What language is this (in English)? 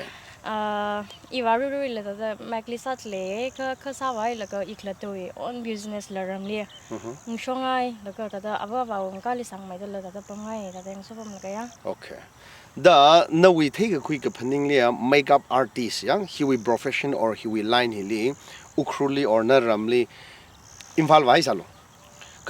Tangkhul Naga (India)